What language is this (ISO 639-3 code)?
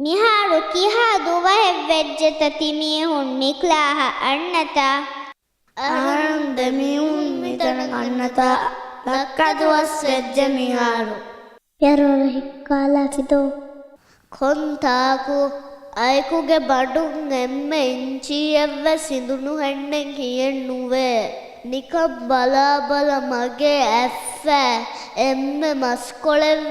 div